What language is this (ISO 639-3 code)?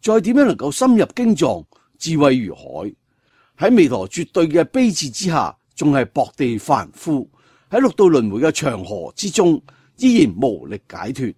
yue